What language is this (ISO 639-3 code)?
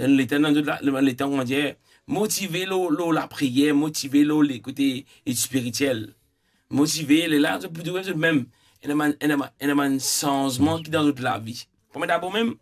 mfe